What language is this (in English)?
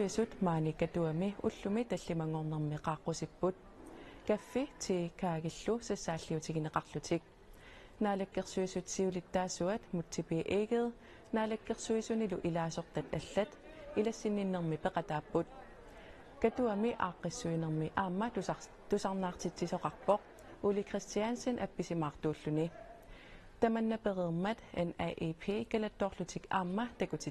Kalaallisut